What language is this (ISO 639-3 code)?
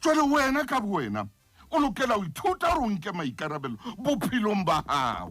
sot